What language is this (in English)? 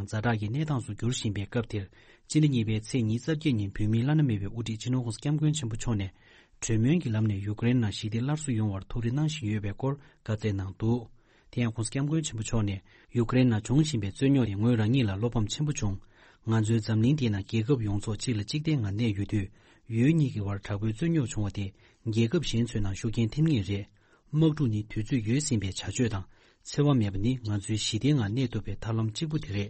Tibetan